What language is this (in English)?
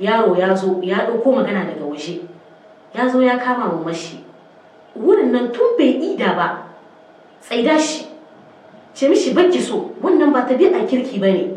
Hausa